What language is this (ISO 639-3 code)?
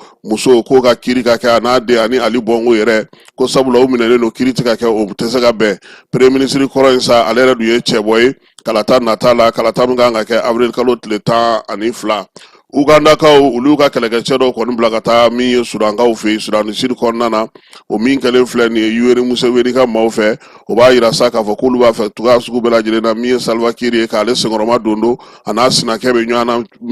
bam